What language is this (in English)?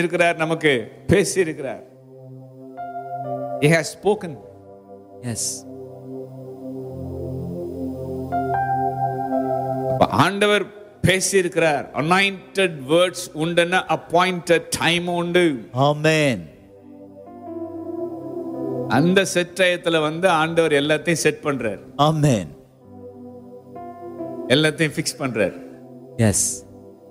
Tamil